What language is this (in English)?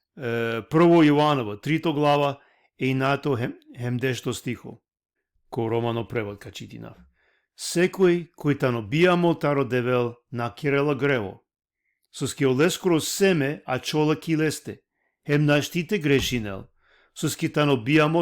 Balkan Romani